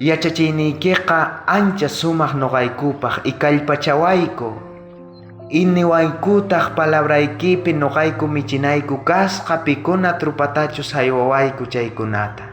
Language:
South Bolivian Quechua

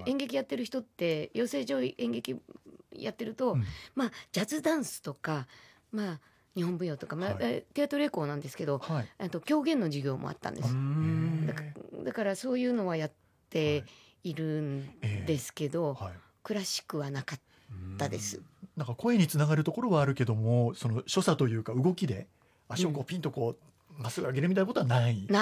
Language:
Japanese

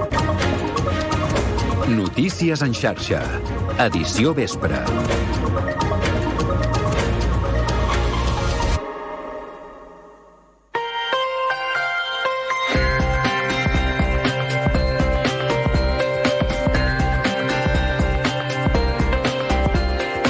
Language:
Catalan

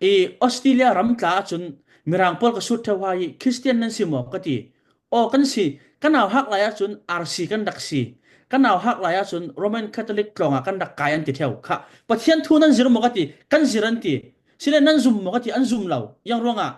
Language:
Falam Chin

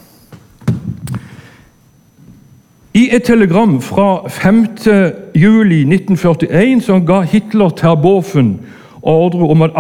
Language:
Norwegian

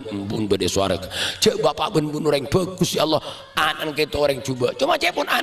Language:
Madurese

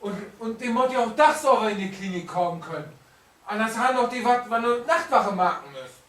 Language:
Low German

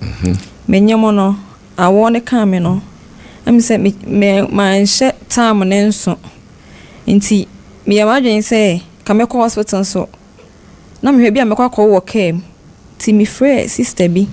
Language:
Akan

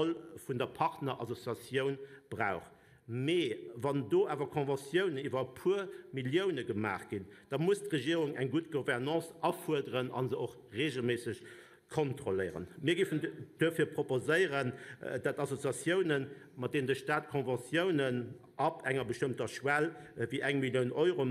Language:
Luxembourgish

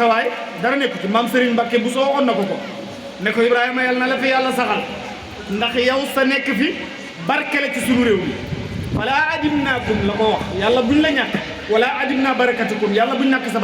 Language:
Wolof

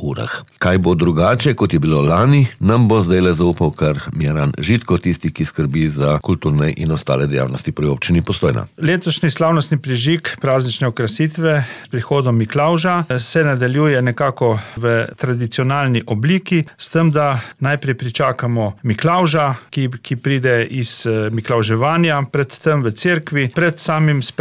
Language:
Slovenian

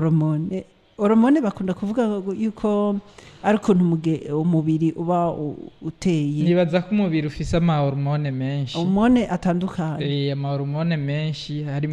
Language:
Rundi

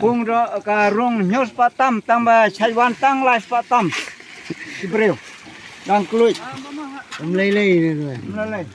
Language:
Khasi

